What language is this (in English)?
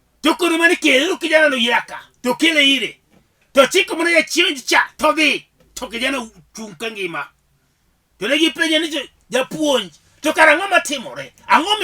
Luo (Kenya and Tanzania)